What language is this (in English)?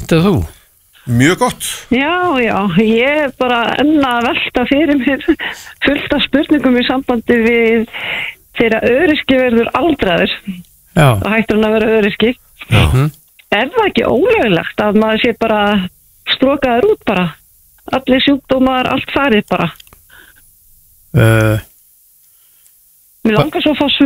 Icelandic